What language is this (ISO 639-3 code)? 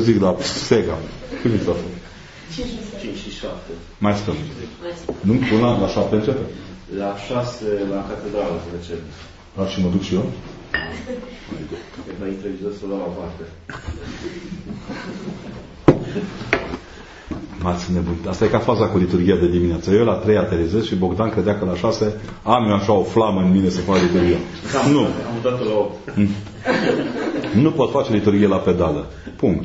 ron